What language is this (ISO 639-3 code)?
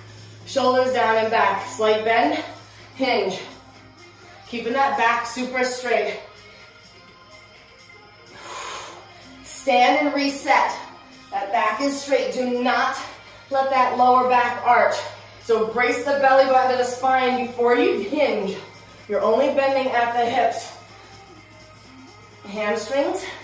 eng